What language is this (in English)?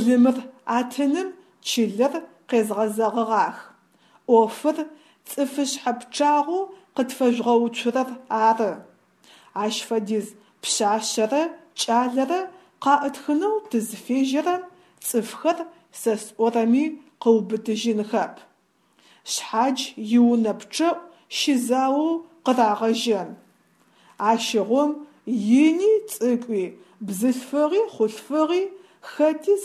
Adyghe